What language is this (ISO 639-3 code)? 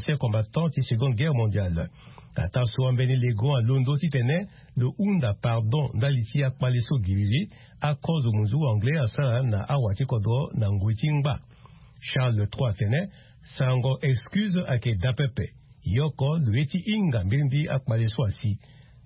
sag